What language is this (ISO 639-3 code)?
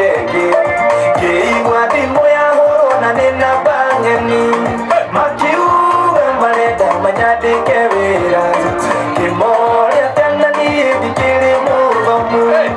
kik